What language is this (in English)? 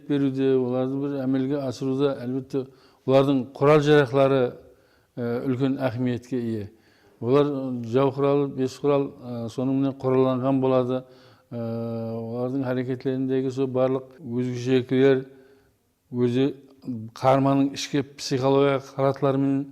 Kara-Kalpak